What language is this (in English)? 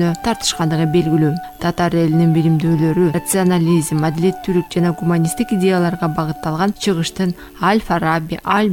Kyrgyz